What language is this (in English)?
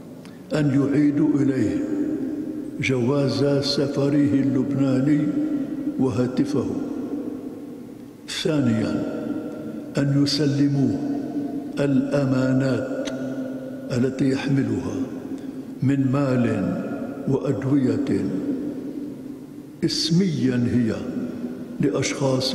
North Levantine Arabic